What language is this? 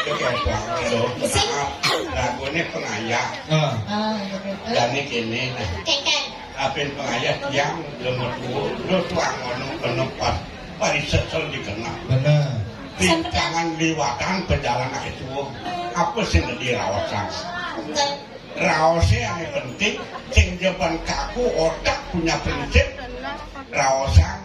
Balinese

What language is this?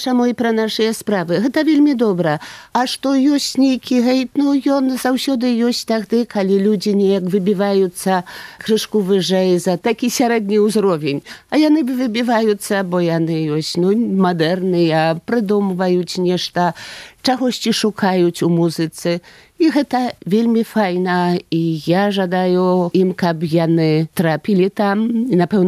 Belarusian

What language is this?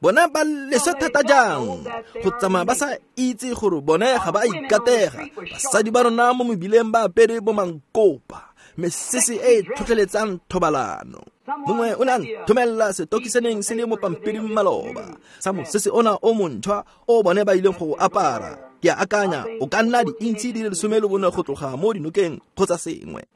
Tswana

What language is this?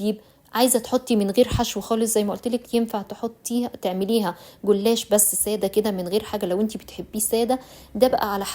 Egyptian Arabic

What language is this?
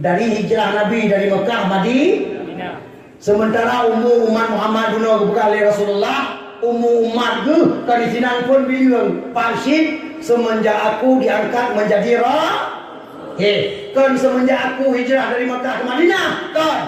Achinese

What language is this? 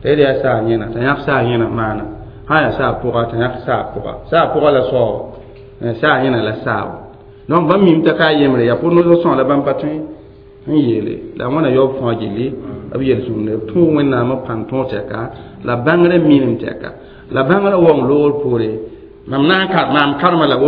Mossi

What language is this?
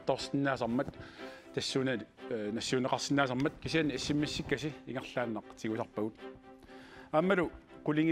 Kalaallisut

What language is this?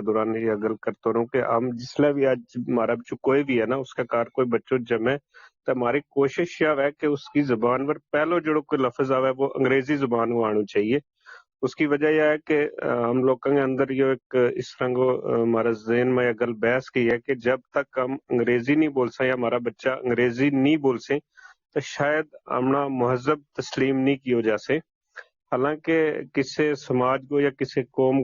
Gujari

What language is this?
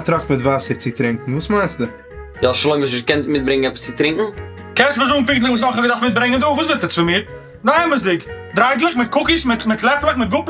Yiddish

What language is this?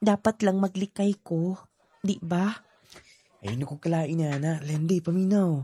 Cebuano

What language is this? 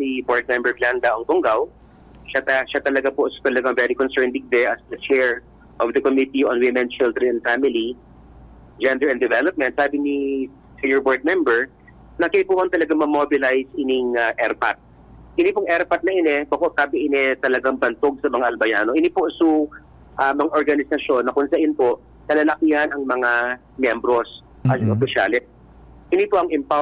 Bikol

